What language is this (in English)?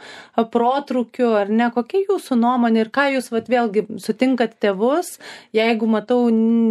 Lithuanian